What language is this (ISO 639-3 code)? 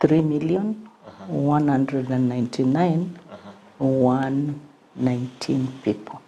guz